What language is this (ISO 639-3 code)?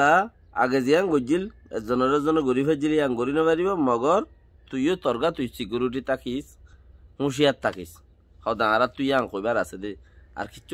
rhg